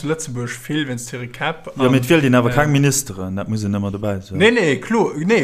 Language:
Luxembourgish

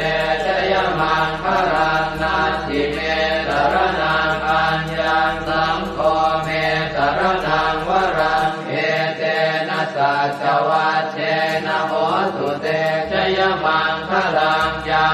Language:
Pali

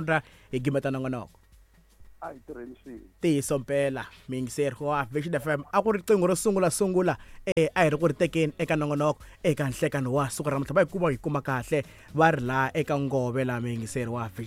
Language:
Tsonga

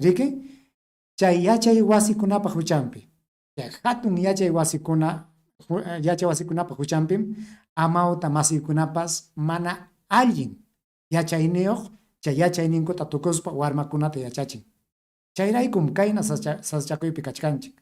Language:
Ayacucho Quechua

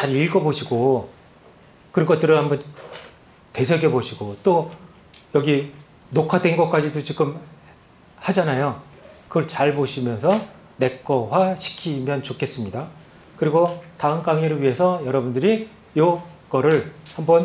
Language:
Korean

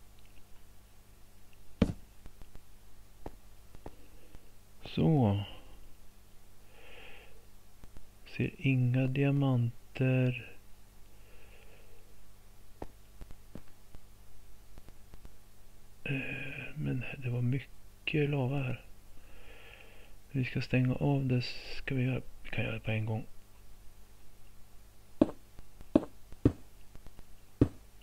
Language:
Swedish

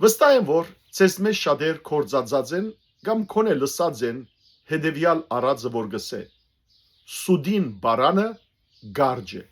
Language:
Western Armenian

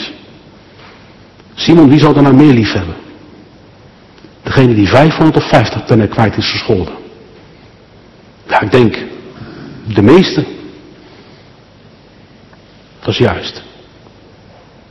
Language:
Dutch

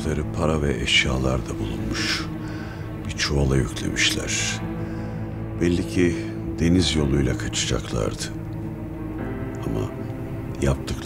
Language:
Turkish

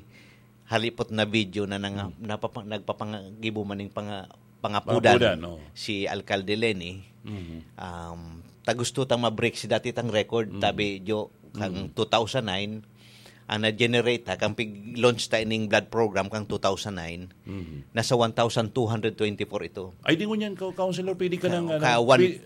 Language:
Bikol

